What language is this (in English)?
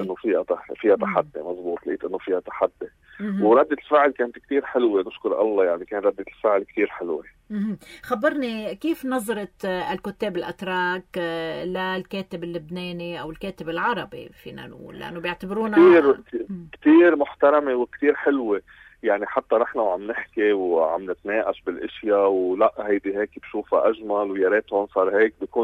North Levantine Arabic